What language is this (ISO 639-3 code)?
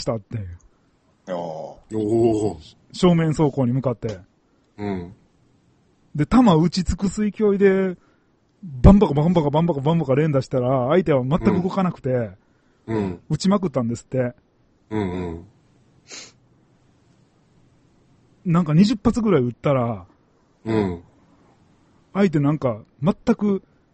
jpn